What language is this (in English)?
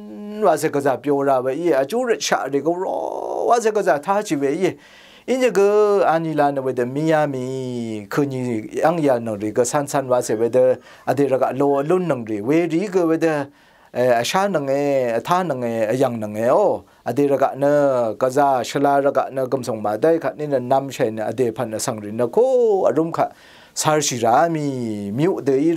Rawang